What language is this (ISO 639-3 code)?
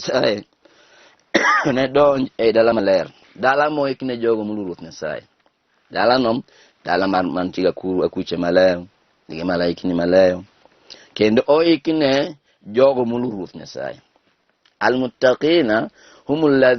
luo